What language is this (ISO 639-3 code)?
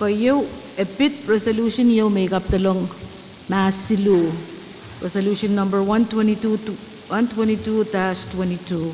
pon